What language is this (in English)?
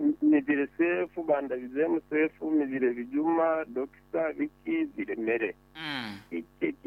Nyoro